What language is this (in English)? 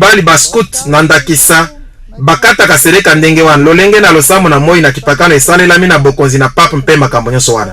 Lingala